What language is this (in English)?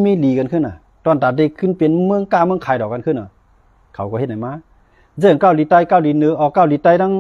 Shan